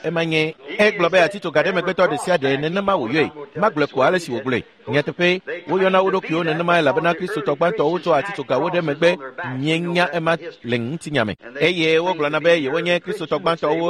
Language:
Ewe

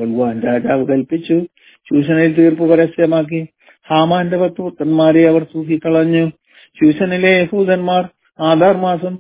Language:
Malayalam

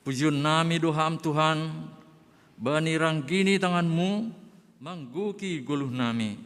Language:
Batak Simalungun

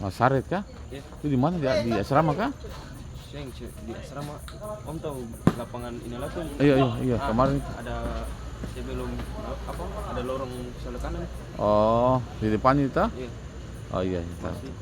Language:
Ambonese Malay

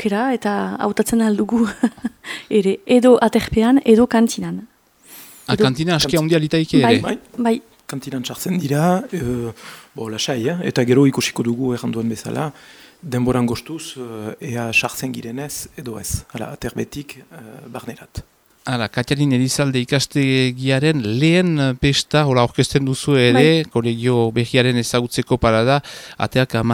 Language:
Basque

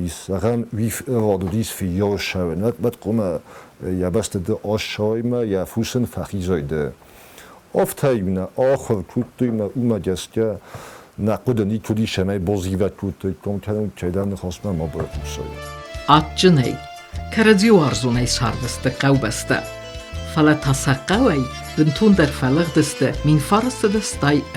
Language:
Ossetic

